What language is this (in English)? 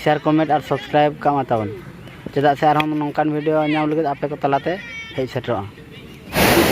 Santali